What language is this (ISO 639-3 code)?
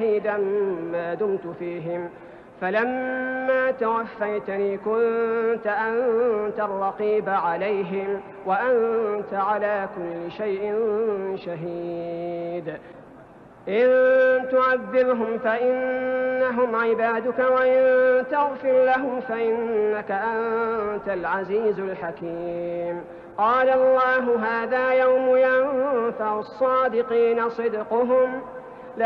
ara